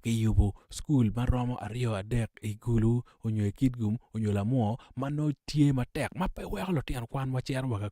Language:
Acoli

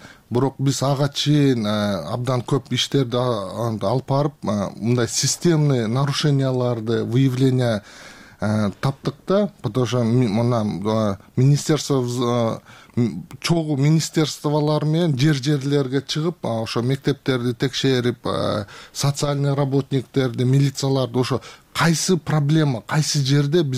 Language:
Kyrgyz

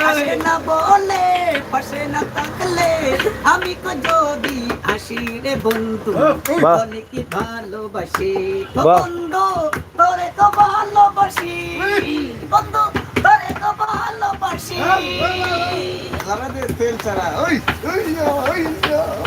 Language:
Sylheti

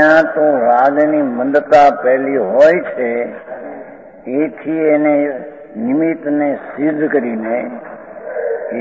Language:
Gujarati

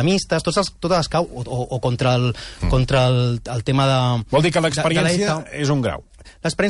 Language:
Catalan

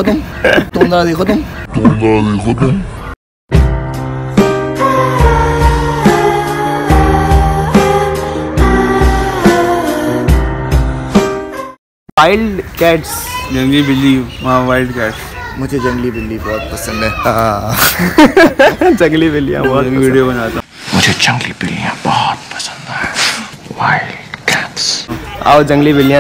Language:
Hindi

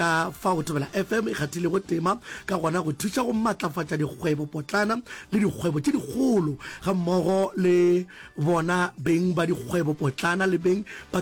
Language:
Northern Sotho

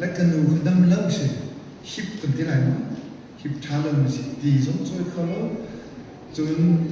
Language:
Hakha Chin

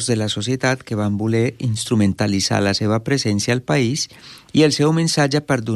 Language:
Catalan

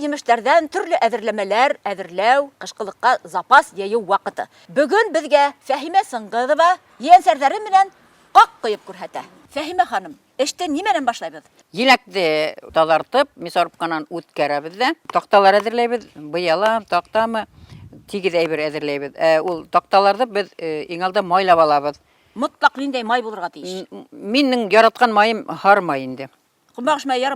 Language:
Bashkir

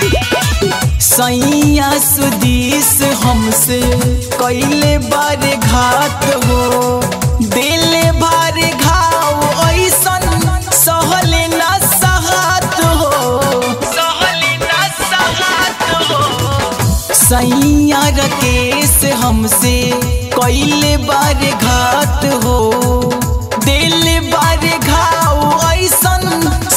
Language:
Bhojpuri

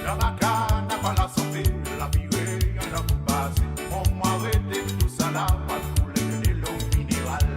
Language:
Morisyen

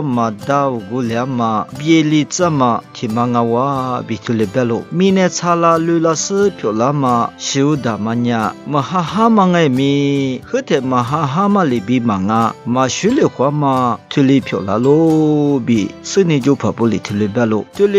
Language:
Lisu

